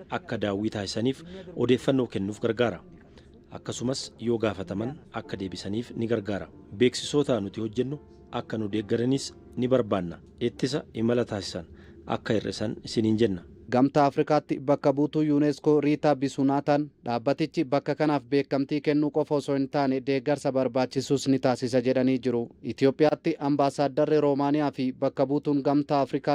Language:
Oromo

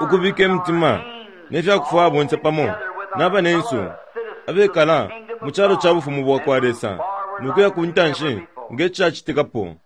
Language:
Bemba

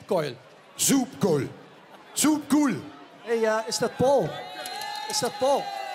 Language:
Limburgish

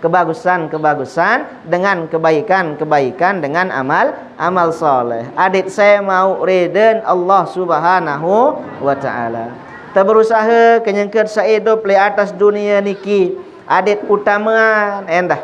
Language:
Sasak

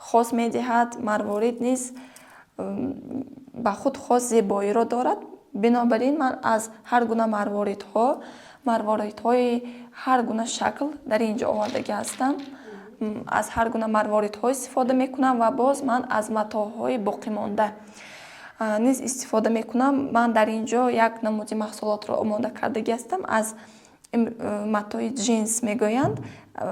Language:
Tajik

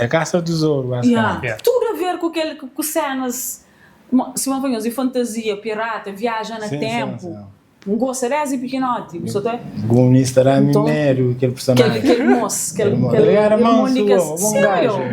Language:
Kabuverdianu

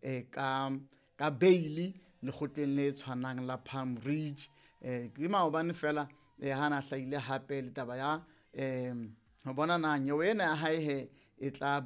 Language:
Southern Sotho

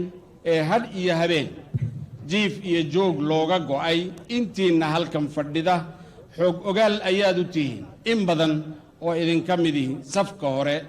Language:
Somali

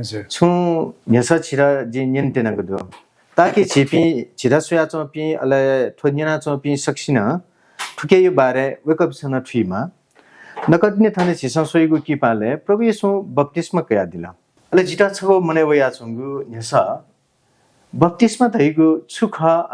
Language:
Newari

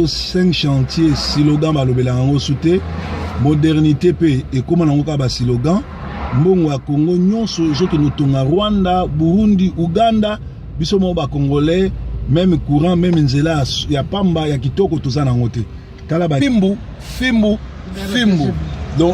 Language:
Lingala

